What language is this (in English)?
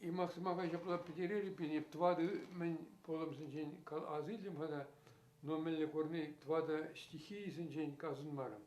Chuvash